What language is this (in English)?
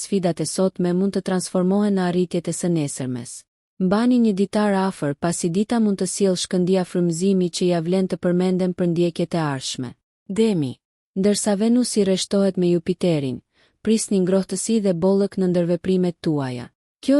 Albanian